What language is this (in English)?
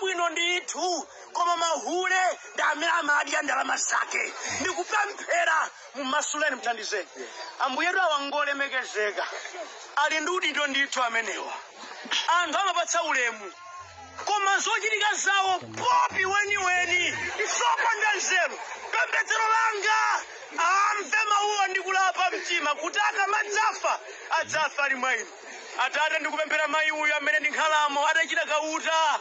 Nyanja